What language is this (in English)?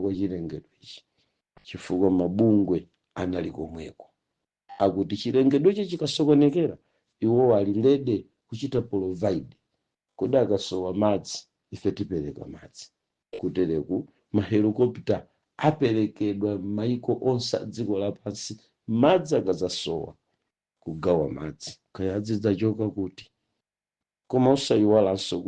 Nyanja